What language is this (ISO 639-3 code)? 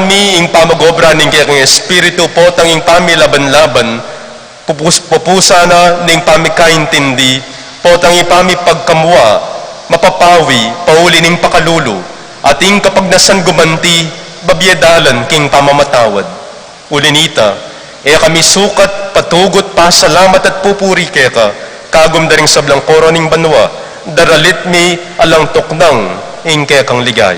pam